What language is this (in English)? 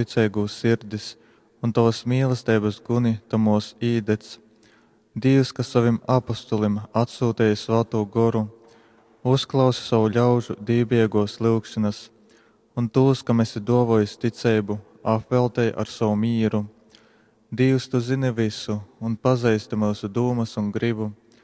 Latgalian